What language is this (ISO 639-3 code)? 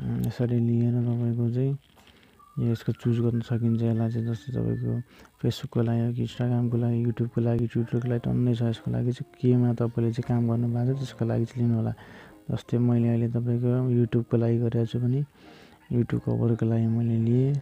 nep